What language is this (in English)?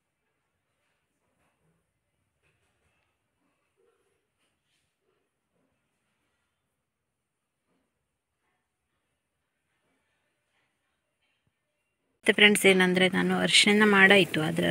Kannada